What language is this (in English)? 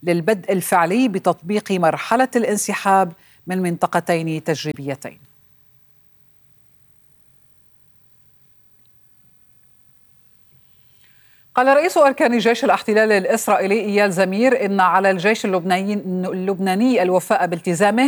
Arabic